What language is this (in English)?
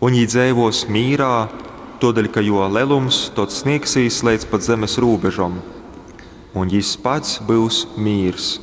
Latgalian